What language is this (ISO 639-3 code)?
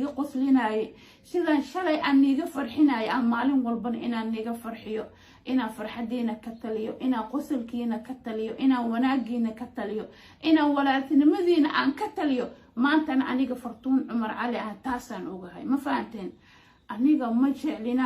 som